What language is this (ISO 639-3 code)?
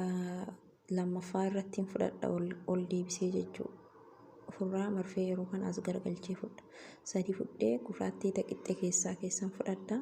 orm